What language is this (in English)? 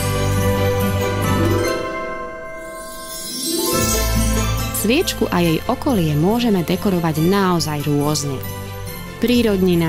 Slovak